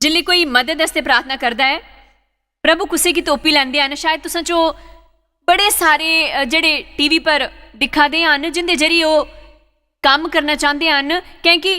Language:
Dogri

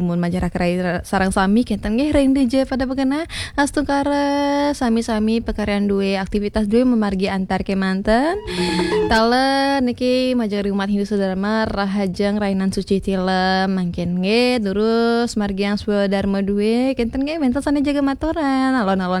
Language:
Balinese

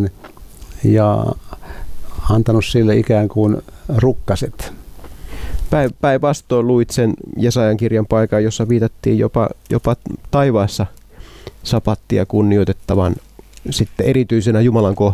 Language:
Finnish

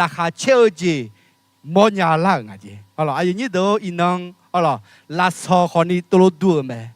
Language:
Akha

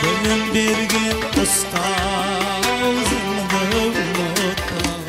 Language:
Kara-Kalpak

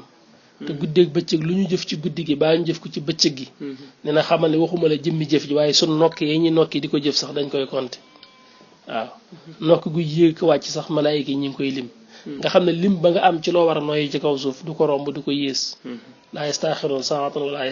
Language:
Wolof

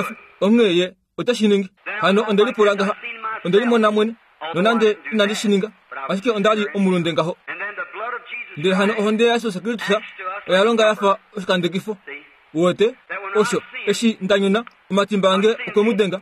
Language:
Kuanyama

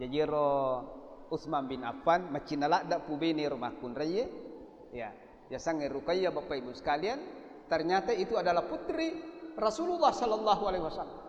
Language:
Buginese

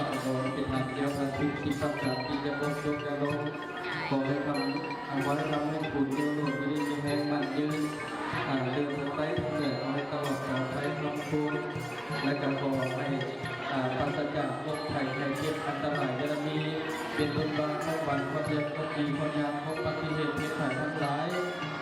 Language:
Lao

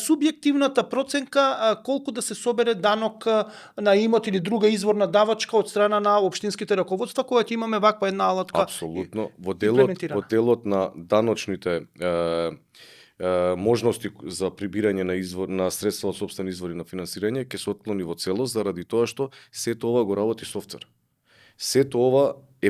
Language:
Macedonian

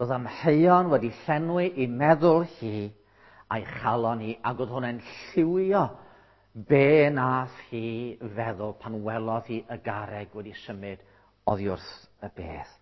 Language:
Welsh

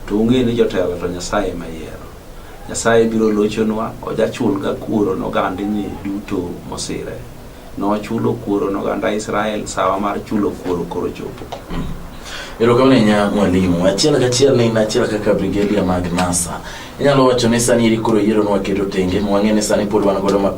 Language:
Luo (Kenya and Tanzania)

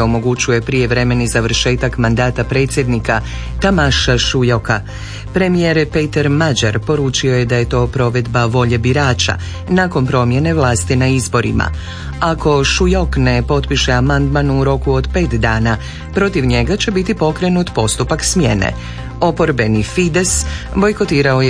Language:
Croatian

